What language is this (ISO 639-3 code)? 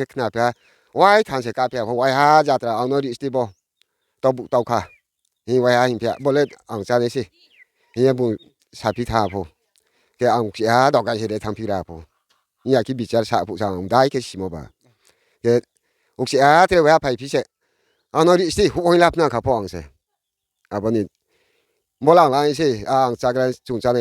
ria